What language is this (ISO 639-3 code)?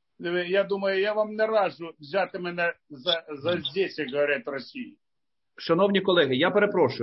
ukr